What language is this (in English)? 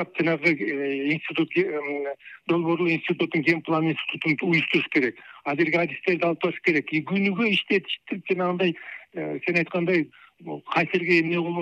Kyrgyz